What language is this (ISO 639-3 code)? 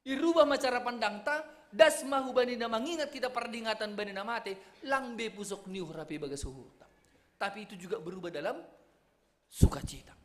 bts